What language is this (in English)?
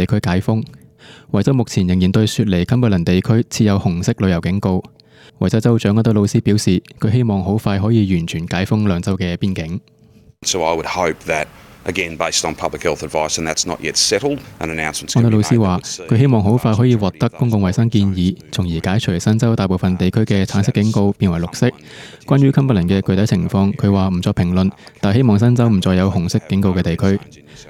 Cantonese